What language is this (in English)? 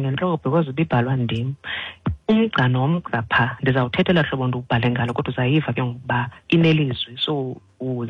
Xhosa